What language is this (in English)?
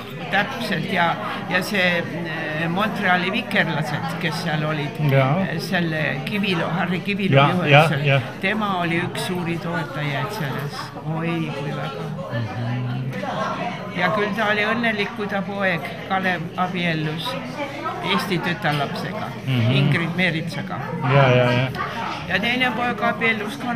Estonian